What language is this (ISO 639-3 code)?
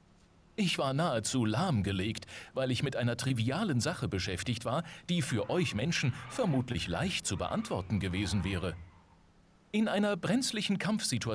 deu